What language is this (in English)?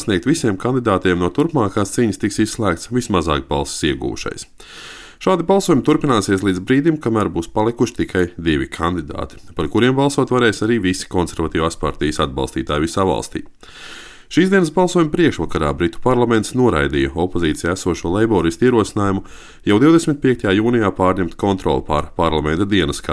Latvian